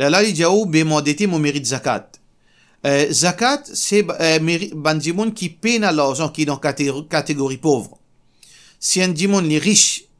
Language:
Morisyen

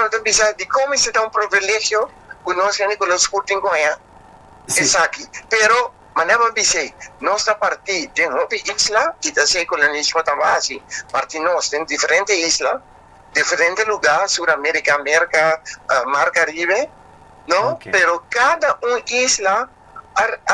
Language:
Papiamento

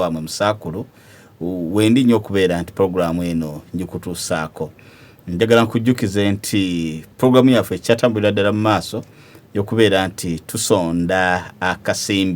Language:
Ganda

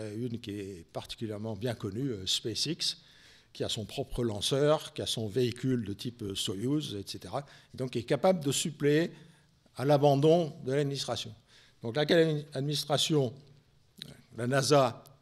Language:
French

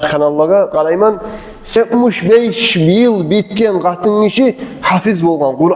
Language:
Kumyk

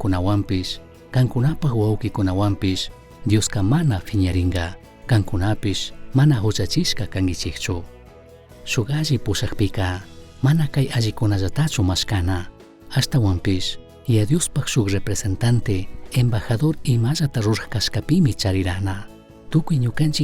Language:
Chimborazo Highland Quichua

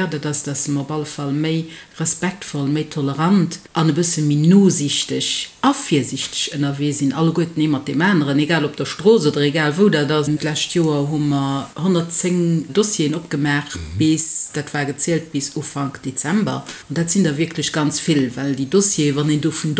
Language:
Luxembourgish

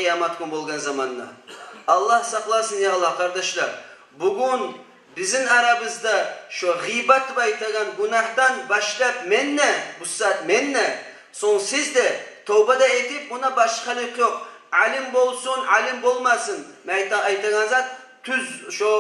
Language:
Kumyk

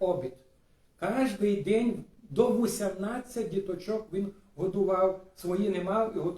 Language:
Rusyn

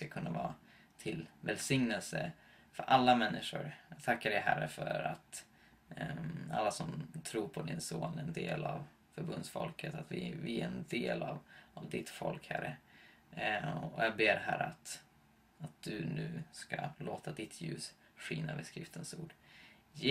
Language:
Swedish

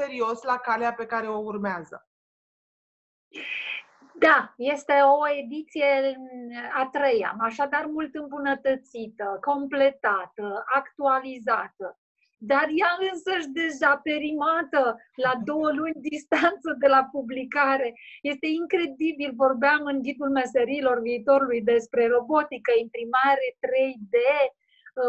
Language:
Romanian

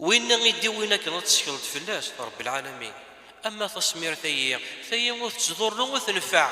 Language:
Kabyle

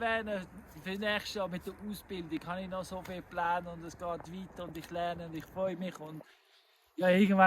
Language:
Swiss German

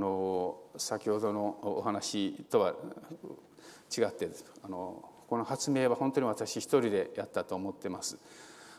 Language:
Japanese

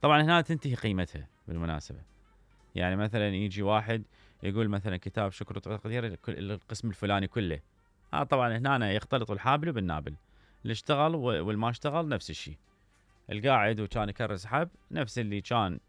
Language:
Mesopotamian Arabic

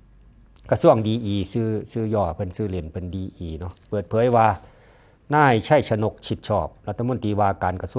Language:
Lao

